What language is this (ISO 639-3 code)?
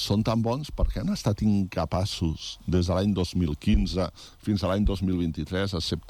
cat